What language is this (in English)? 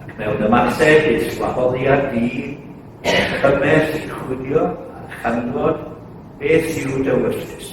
Welsh